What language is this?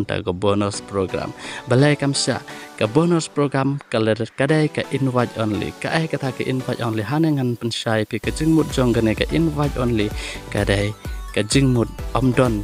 Khasi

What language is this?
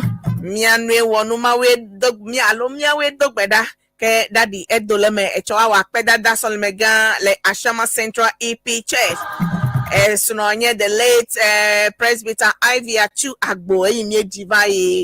Ewe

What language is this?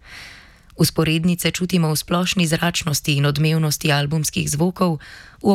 Slovenian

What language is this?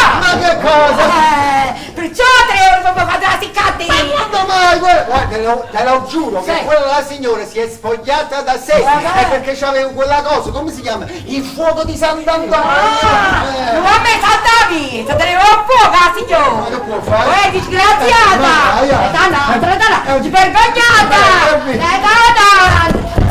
Neapolitan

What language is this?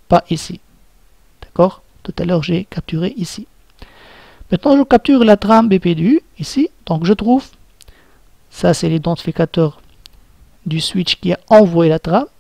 French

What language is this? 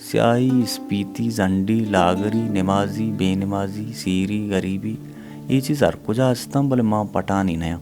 Baluchi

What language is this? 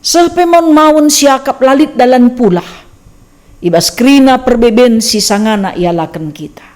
Batak Karo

